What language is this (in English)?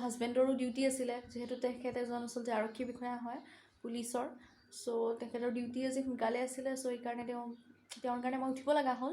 Assamese